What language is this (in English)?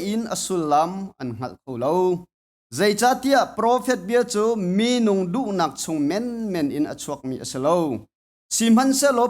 Hakha Chin